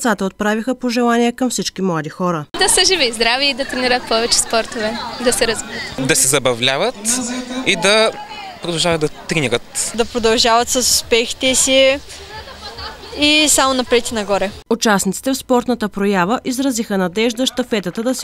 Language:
Bulgarian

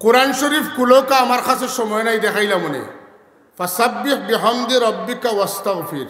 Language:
Sylheti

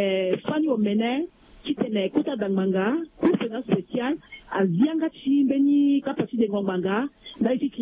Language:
Sango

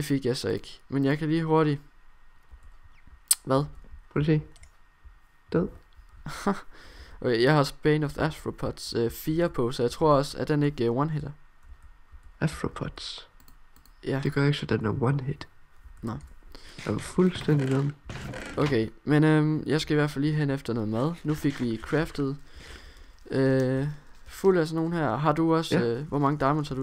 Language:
Danish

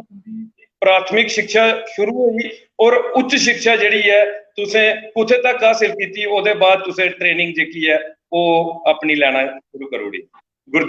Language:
Dogri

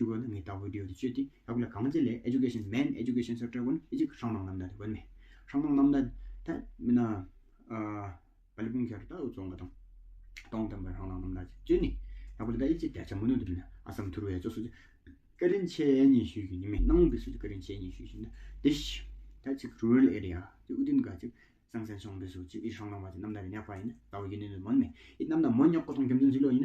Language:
Tawang Monpa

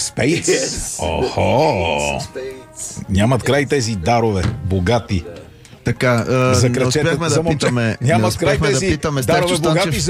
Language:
Bulgarian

